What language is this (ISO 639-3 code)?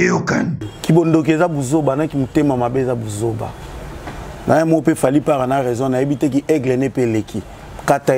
lin